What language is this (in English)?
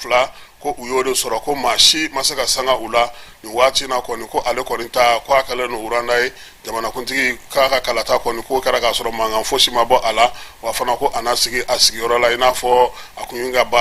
Bambara